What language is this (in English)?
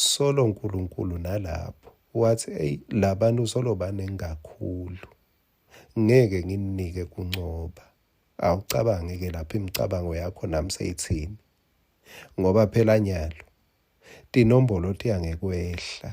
Swati